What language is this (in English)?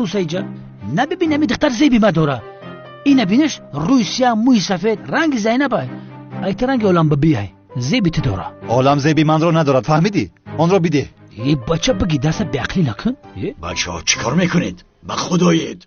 Tajik